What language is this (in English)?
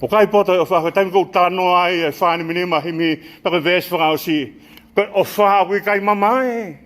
Tongan